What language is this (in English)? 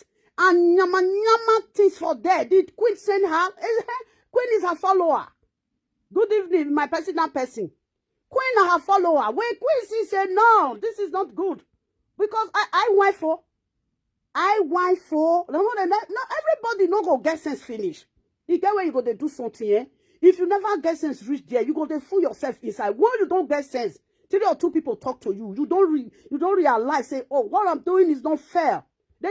Nigerian Pidgin